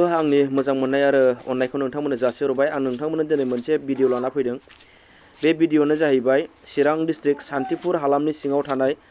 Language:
Bodo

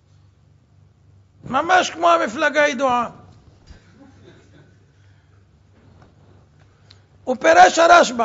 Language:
Hebrew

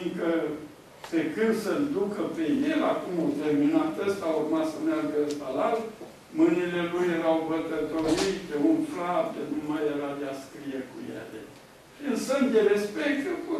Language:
Romanian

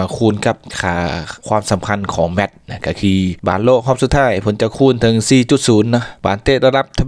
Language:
Lao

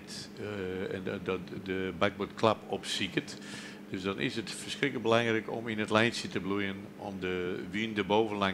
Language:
Western Frisian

